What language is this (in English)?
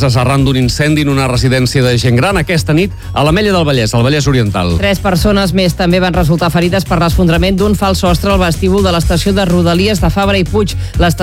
Catalan